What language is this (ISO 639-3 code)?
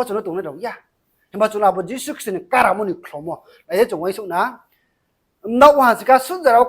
ria